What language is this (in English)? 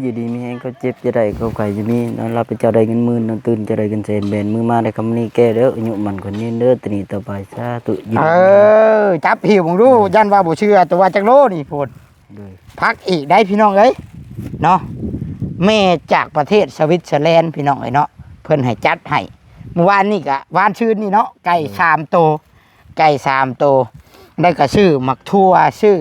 Northeastern Thai